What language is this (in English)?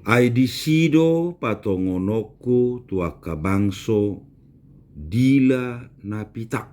Batak Toba